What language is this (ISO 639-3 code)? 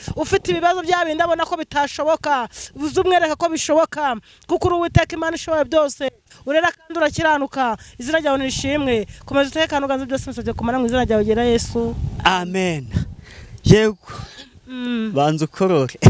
kin